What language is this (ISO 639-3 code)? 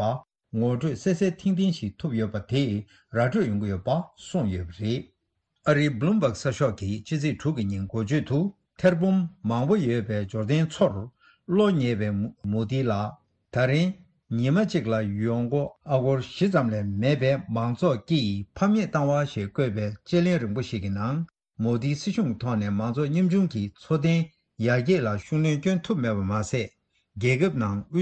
bod